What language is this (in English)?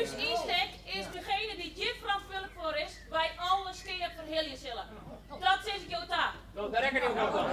Western Frisian